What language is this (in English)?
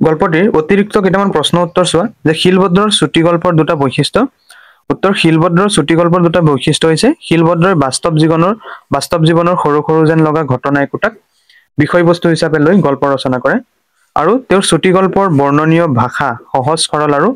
Assamese